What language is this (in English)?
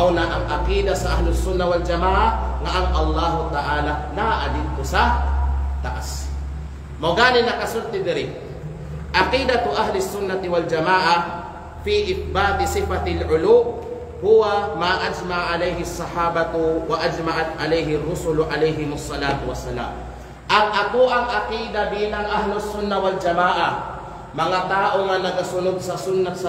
Kalagan